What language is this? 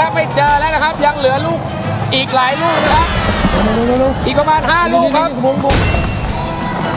Thai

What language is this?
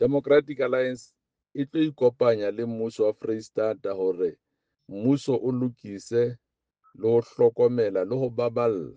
Southern Sotho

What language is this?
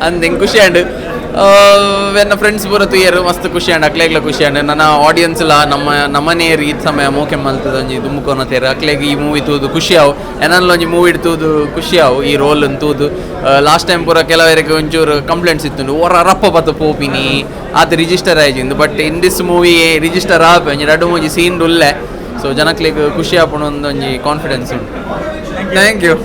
Tulu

